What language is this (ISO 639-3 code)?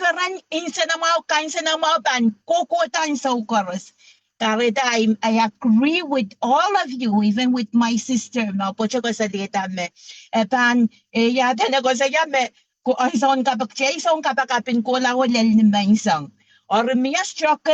pon